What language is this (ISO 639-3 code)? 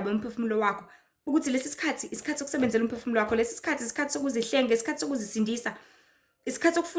zul